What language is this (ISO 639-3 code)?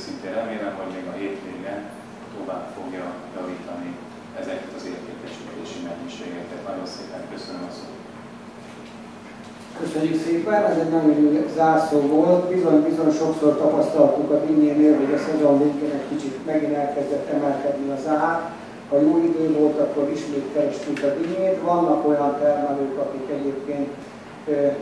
hun